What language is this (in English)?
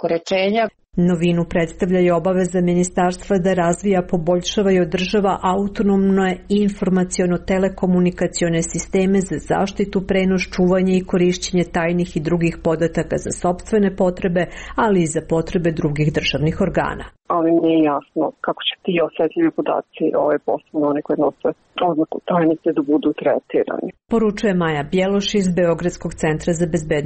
Serbian